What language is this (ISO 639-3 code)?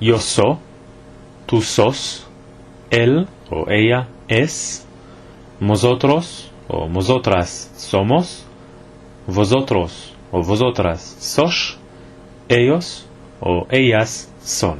lad